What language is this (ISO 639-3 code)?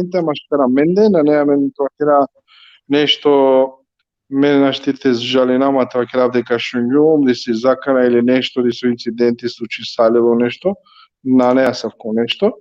rmn